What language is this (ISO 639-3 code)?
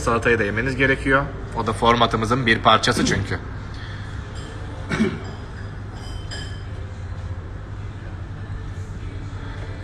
tur